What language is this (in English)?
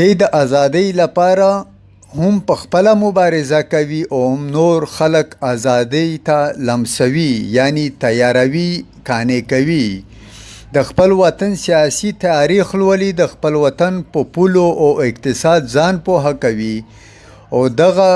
Pashto